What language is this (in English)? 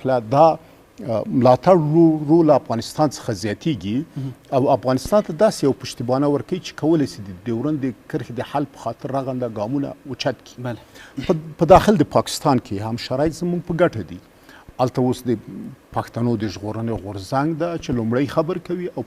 Pashto